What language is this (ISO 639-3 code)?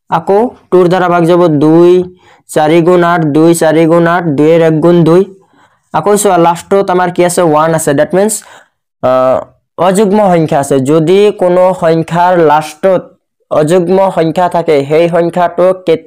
asm